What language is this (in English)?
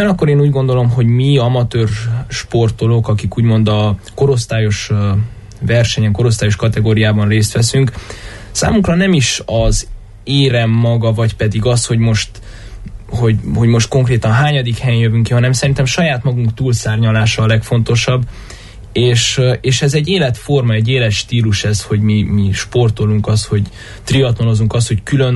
Hungarian